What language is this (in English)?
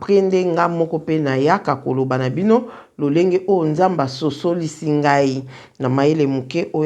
Lingala